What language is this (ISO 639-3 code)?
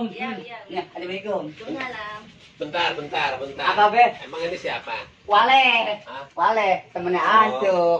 bew